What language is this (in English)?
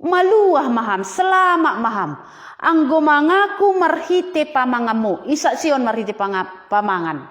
Batak Simalungun